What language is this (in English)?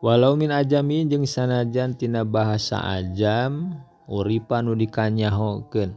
Sundanese